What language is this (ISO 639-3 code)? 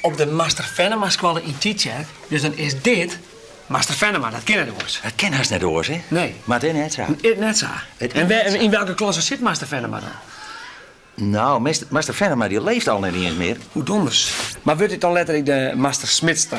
fry